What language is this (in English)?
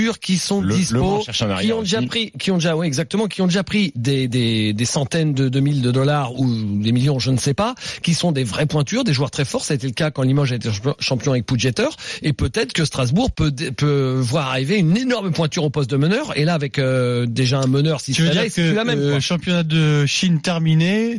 French